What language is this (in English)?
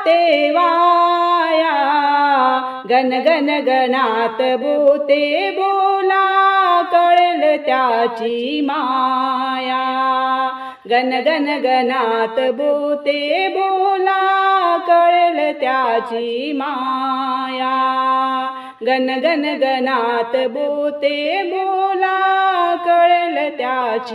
Marathi